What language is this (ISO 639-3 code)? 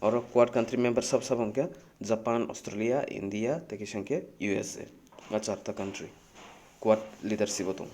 trp